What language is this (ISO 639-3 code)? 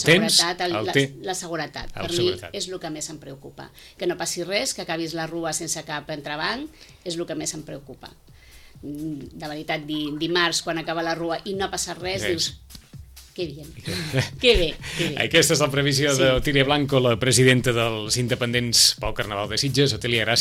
cat